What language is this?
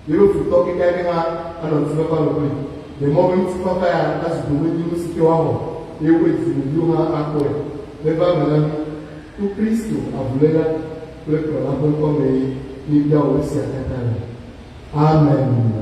Ewe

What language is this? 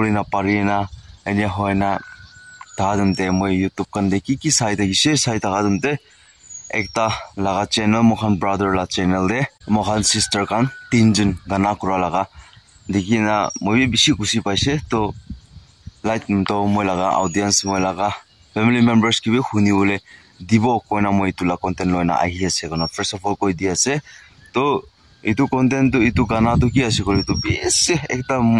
Naga Pidgin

